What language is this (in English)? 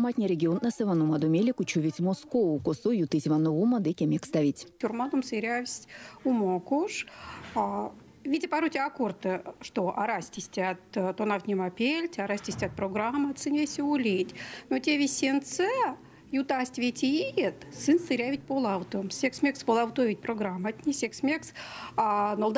Erzya